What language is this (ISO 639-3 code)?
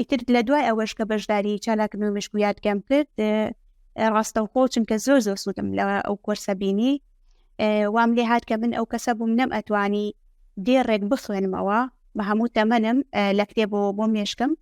ckb